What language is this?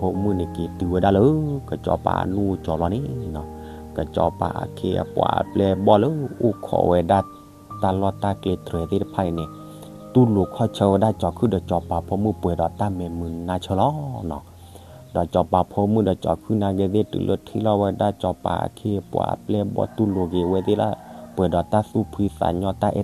S'gaw Karen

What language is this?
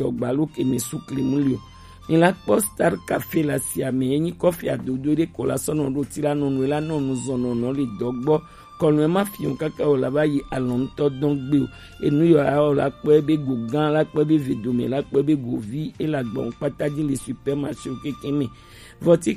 Gen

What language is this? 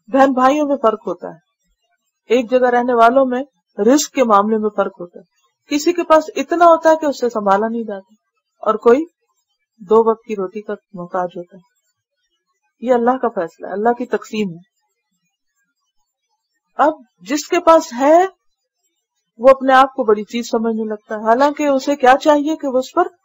Urdu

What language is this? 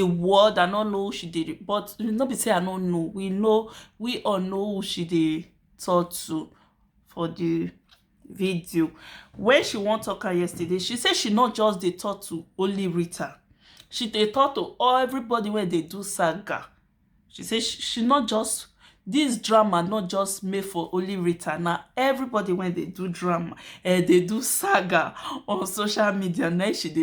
Nigerian Pidgin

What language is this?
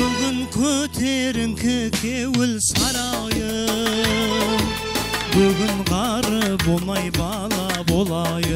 Kara-Kalpak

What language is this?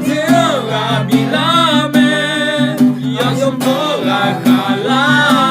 Akha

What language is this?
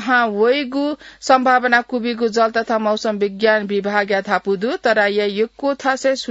Newari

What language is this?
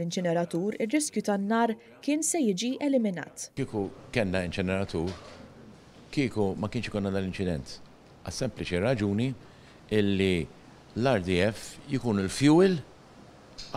Maltese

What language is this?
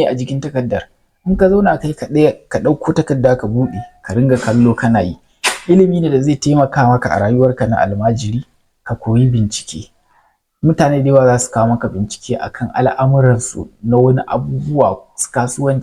Hausa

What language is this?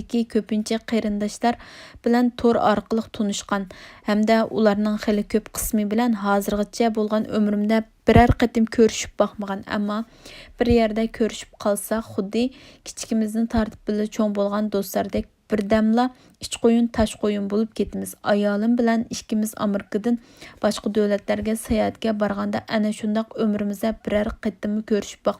Uyghur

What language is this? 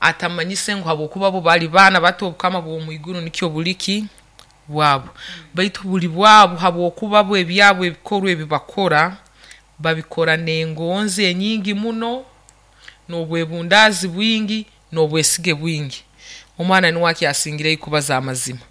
Nyoro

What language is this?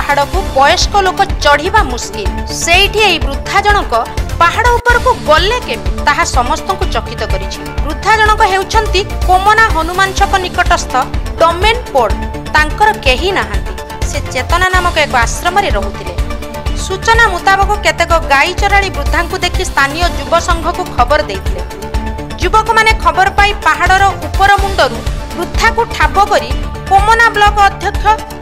Odia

